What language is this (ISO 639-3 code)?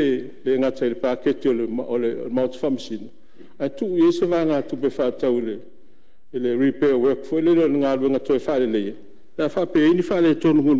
smo